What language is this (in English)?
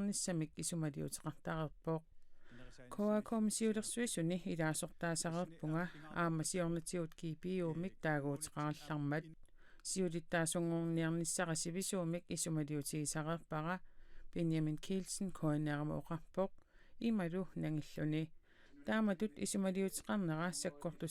Kalaallisut